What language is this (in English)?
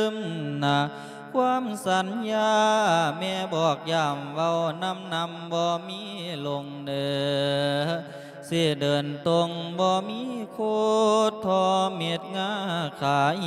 Lao